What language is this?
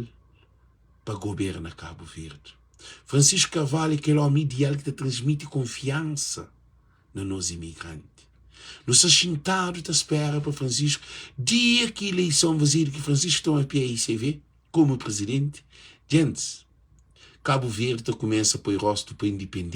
Kabuverdianu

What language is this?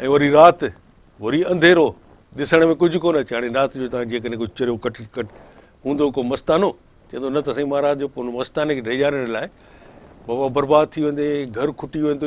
Sindhi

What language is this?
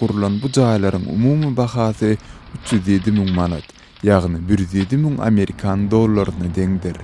Turkmen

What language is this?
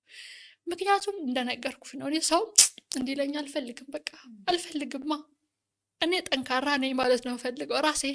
Amharic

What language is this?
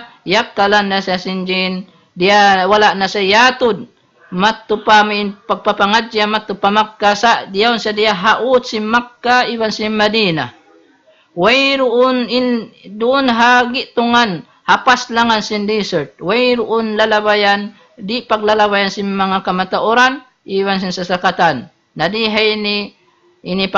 Tausug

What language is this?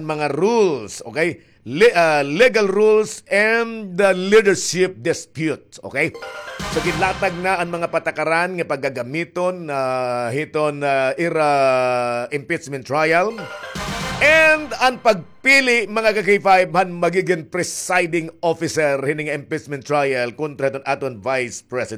Waray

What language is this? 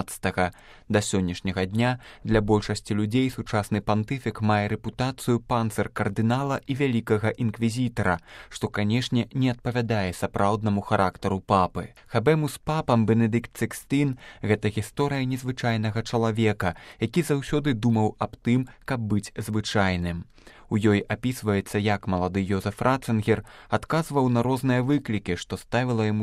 Belarusian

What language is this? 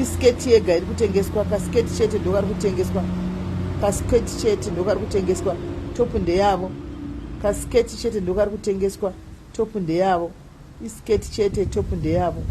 Shona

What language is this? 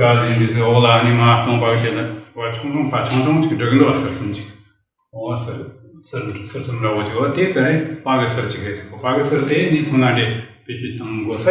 Tibetan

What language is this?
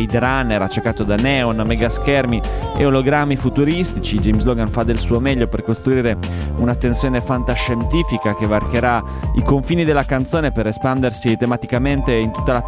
Italian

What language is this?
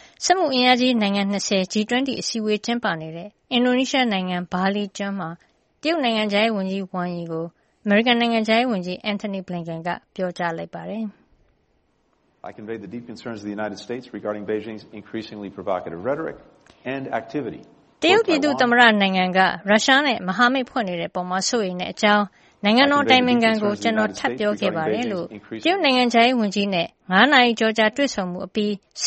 Burmese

